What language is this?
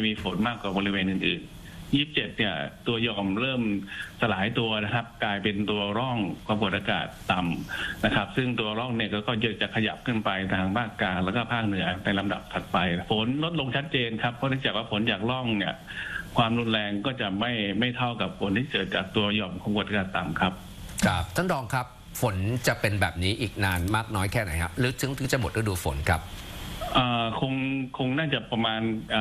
Thai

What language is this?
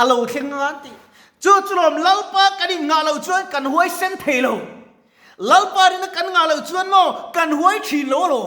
Mizo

